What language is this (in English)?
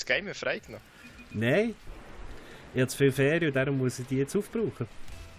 Swiss German